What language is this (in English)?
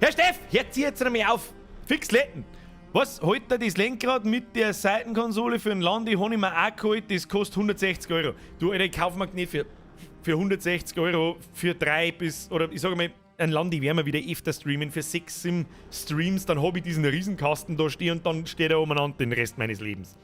Bavarian